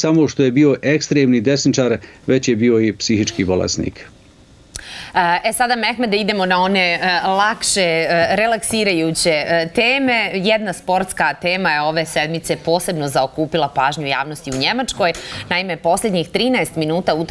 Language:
Bosnian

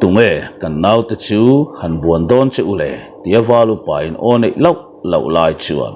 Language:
Mizo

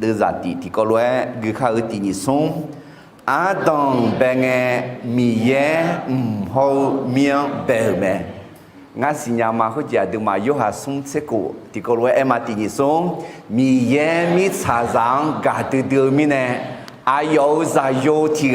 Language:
Akha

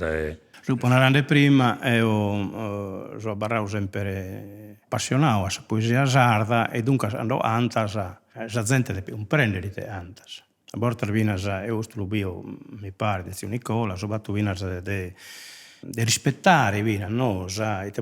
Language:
Sardinian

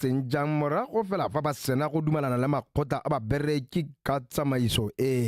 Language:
Tswana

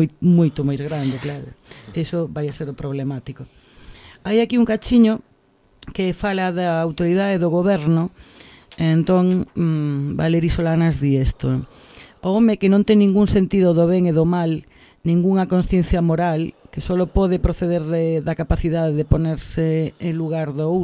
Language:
Galician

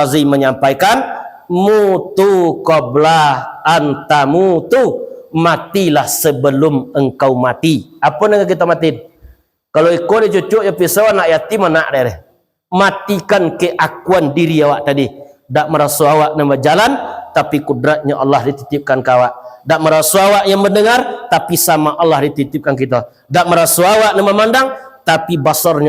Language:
Minangkabau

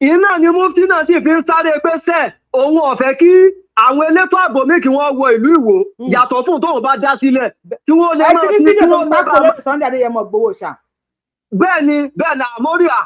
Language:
Yoruba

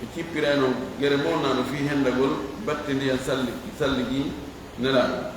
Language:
Fula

